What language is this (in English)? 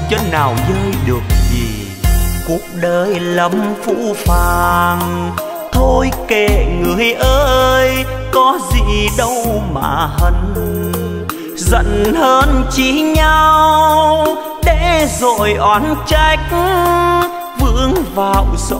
Vietnamese